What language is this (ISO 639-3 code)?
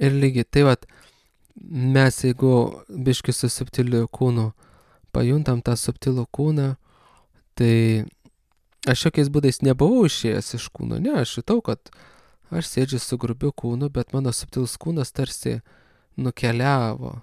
lit